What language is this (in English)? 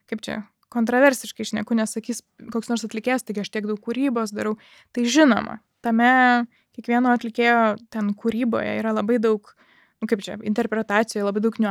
Lithuanian